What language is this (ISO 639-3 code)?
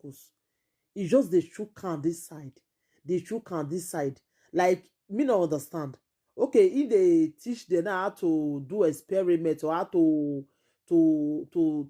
pcm